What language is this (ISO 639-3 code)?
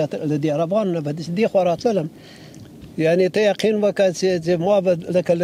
pus